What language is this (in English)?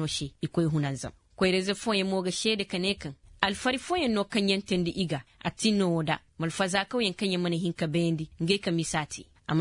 Koyraboro Senni